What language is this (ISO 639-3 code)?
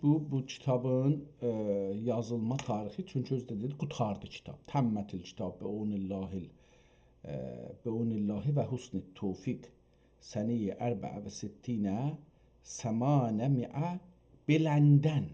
azb